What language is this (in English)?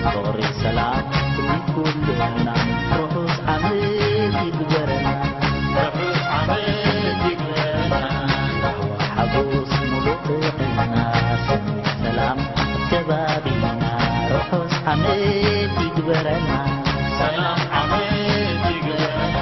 Tigrinya